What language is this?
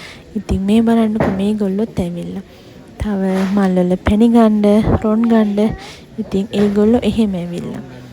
Sinhala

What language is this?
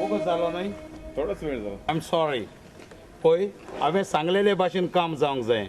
Konkani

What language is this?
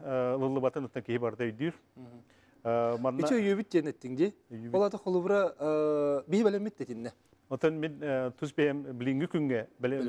Yakut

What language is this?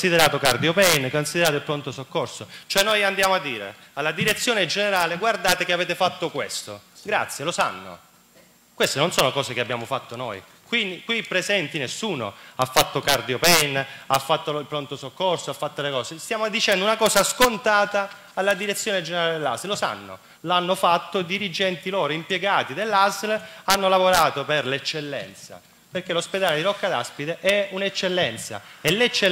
Italian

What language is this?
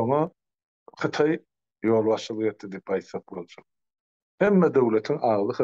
Turkmen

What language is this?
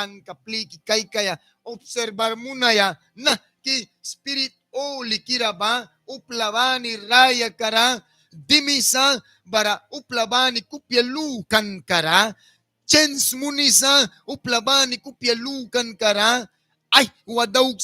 Mískito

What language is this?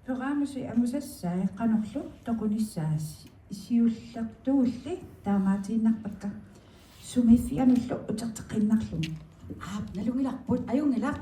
Kalaallisut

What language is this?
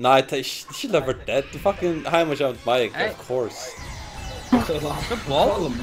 Faroese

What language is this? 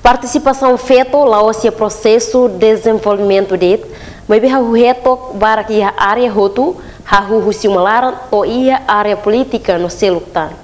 Tetum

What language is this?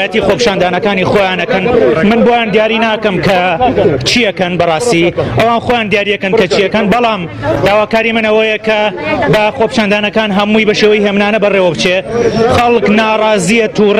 Central Kurdish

